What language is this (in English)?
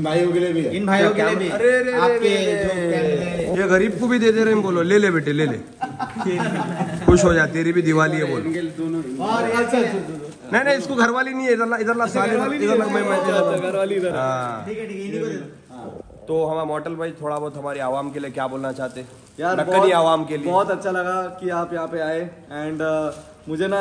Hindi